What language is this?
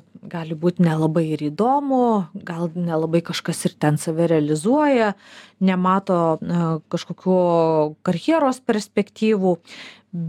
Lithuanian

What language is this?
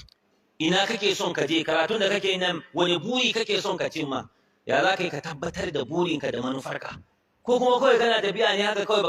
Hausa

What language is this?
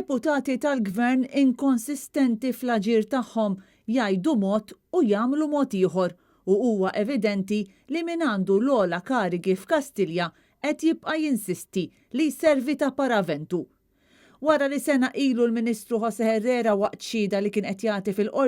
Maltese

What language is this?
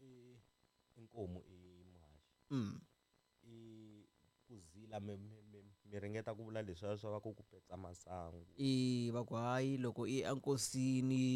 Tsonga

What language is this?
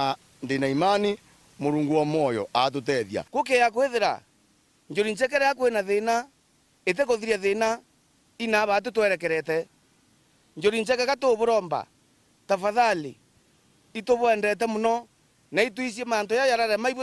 Meru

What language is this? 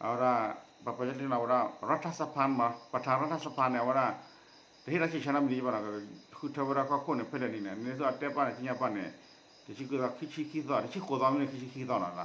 S'gaw Karen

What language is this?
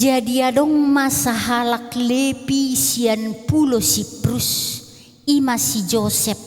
Batak Toba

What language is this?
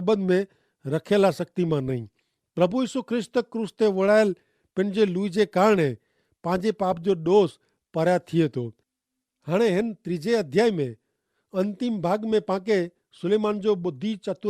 Kachhi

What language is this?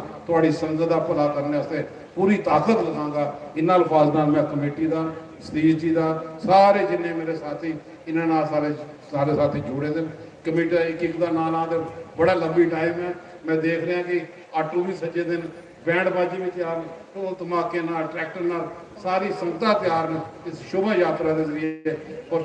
Dogri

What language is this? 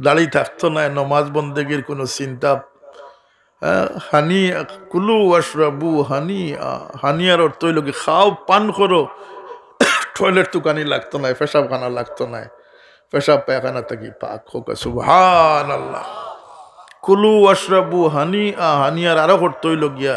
Sylheti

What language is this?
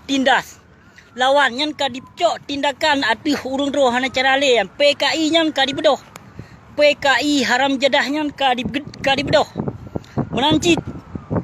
Achinese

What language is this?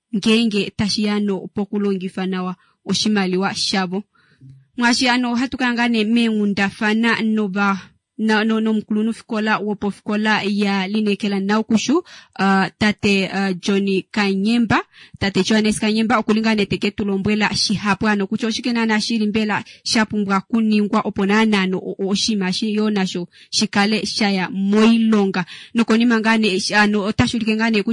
Kuanyama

